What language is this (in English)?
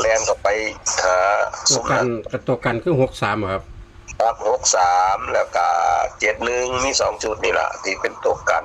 Northeastern Thai